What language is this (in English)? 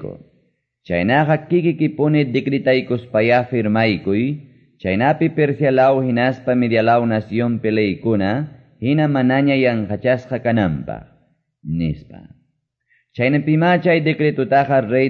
Quechua